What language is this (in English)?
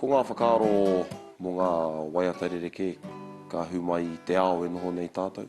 Māori